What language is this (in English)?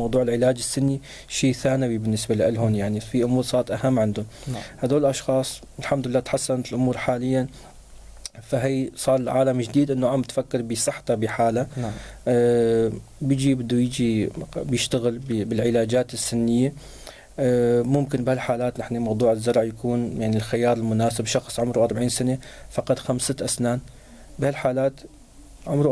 North Levantine Arabic